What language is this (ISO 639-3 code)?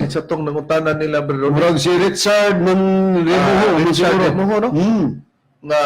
ceb